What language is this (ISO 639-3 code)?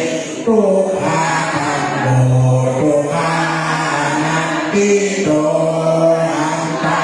pli